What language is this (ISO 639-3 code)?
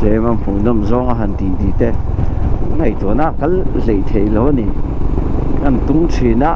lus